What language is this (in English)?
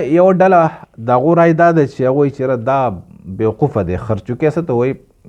Pashto